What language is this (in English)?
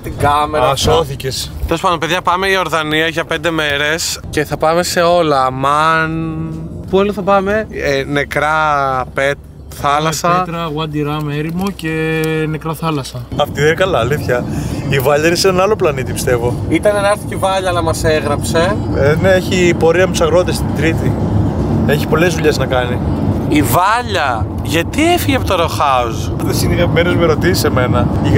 Greek